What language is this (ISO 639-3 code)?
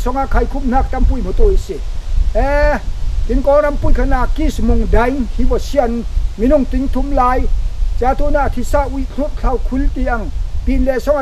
cfm